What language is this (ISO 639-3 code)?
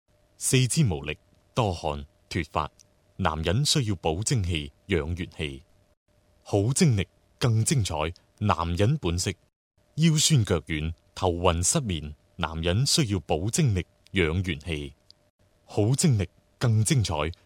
yue